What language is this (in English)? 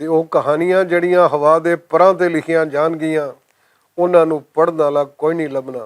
Western Panjabi